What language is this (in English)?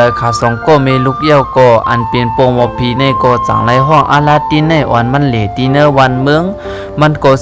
Shan